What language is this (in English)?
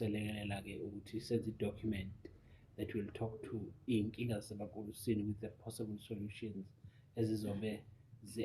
Zulu